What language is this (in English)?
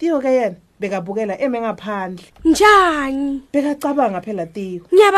Swati